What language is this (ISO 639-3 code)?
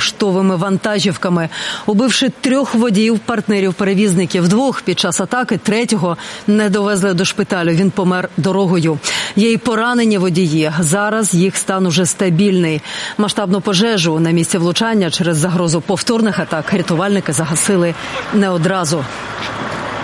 ukr